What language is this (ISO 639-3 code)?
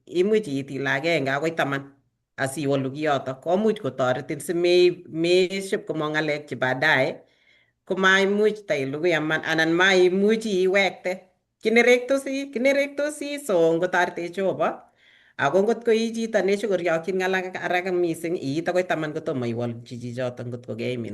kln